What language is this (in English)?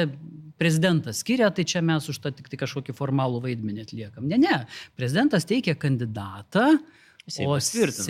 Lithuanian